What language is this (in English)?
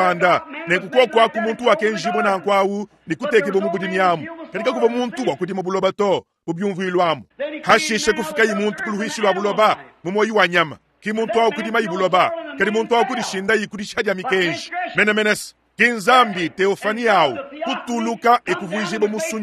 Luba-Lulua